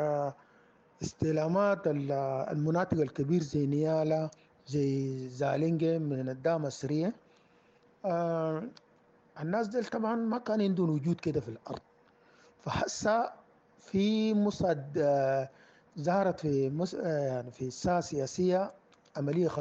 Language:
Sudanese Arabic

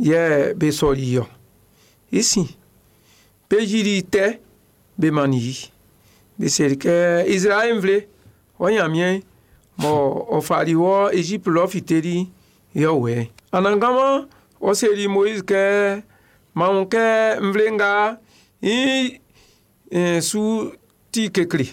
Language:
Baoulé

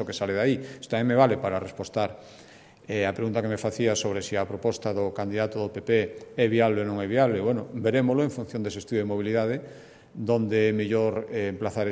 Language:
Galician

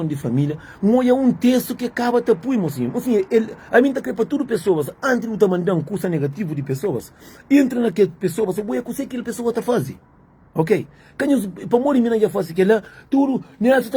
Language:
Kabuverdianu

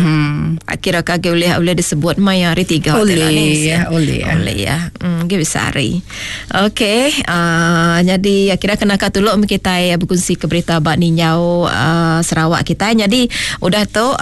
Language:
Iban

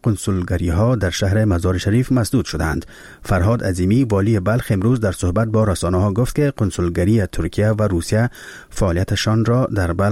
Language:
Persian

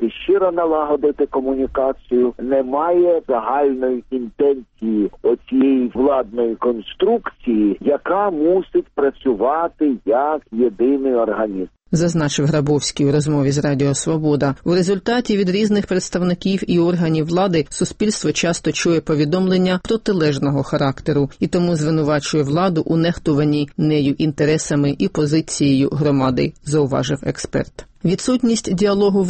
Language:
Ukrainian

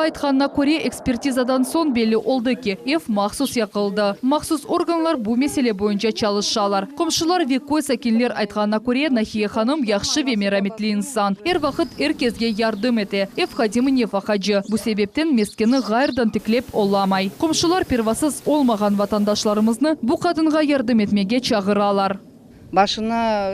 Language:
Crimean Tatar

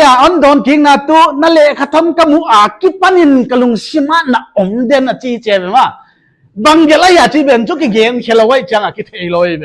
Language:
Paite Chin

